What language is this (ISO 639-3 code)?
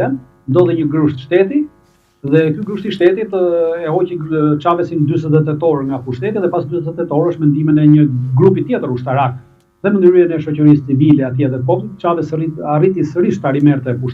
sqi